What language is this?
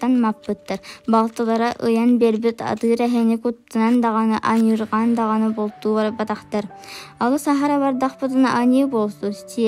Yakut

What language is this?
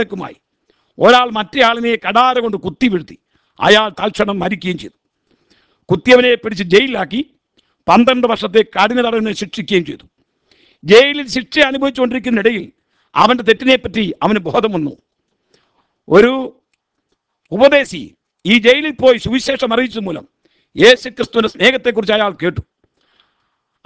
Malayalam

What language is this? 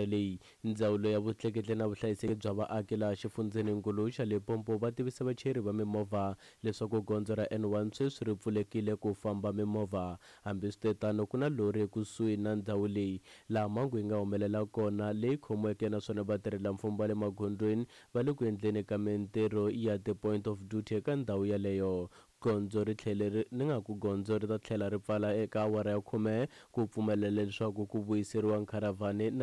Tsonga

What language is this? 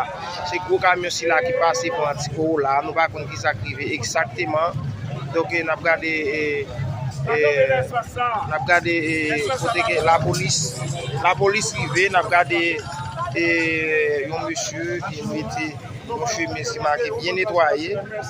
Haitian Creole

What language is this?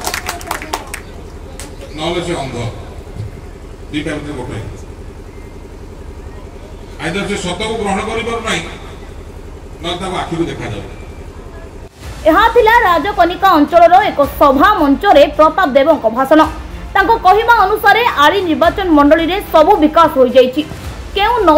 Odia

